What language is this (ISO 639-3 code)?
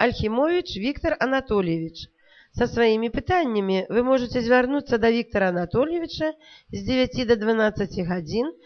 bel